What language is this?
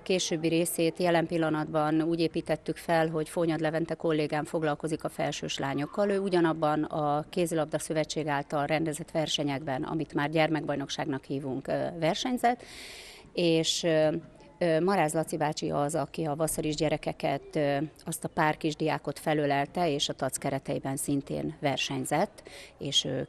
Hungarian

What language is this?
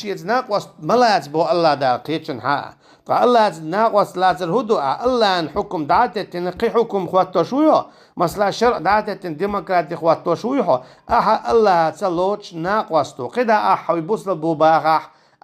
Chechen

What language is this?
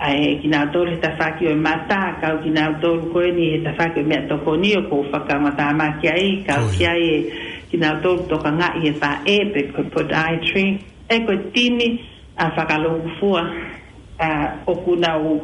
Tongan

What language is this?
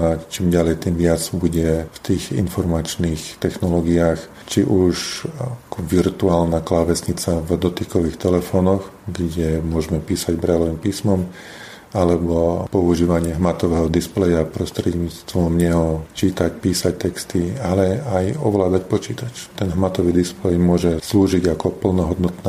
Slovak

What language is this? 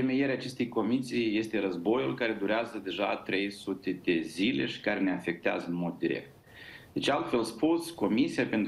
Romanian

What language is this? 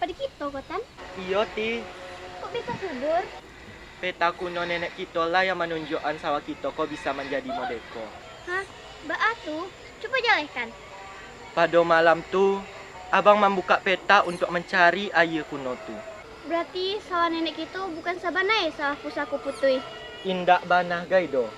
Minangkabau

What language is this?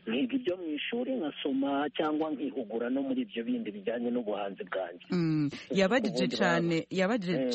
Kinyarwanda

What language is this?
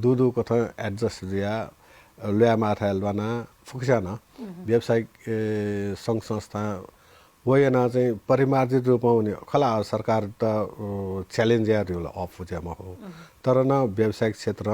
Newari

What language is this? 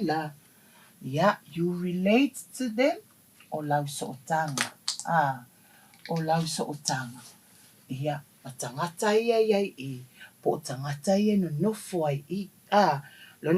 Samoan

